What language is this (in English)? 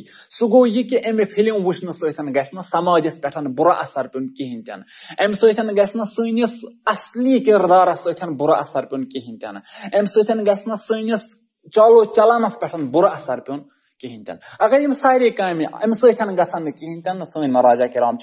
Kashmiri